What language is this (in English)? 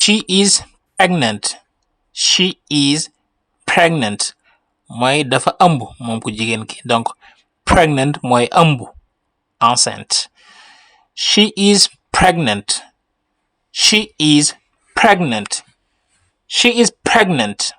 Wolof